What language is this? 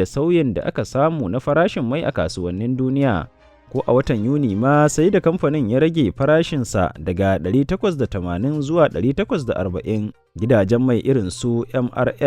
Hausa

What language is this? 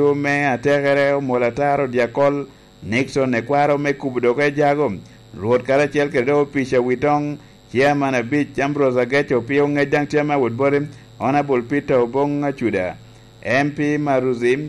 Lango (Uganda)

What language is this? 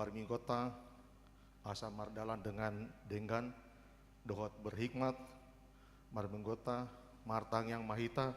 Batak Toba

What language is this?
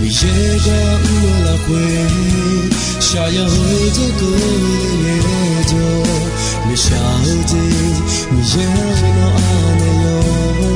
Akha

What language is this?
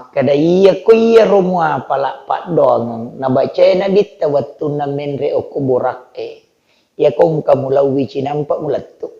Buginese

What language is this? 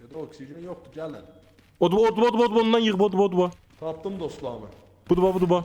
South Azerbaijani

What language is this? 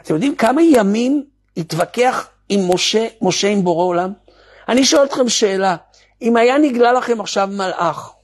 Hebrew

